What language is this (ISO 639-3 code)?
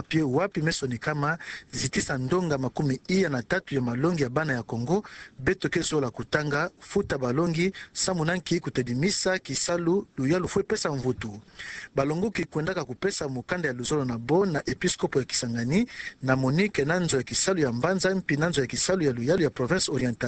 ktu